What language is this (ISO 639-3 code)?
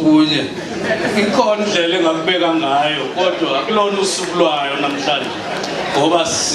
zul